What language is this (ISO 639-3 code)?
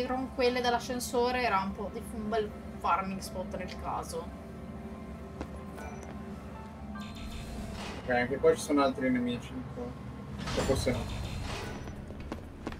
ita